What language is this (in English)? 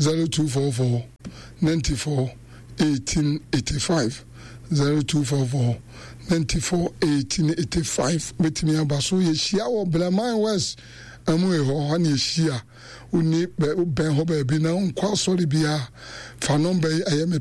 Akan